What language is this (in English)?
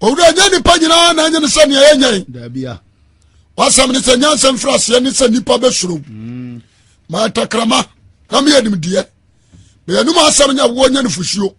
Akan